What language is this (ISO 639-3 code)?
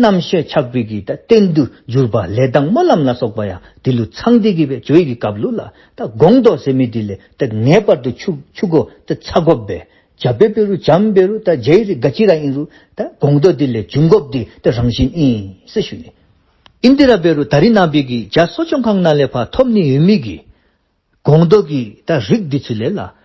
dzo